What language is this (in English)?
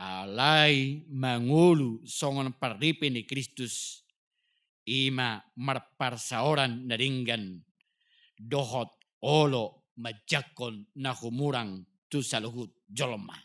Batak Toba